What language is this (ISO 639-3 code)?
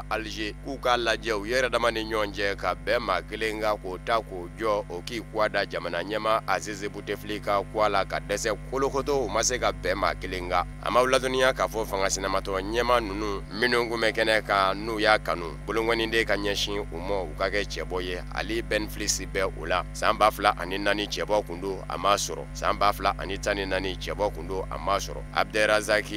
bam